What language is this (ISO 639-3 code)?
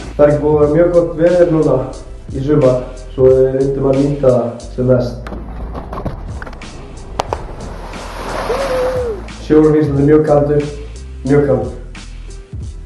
isl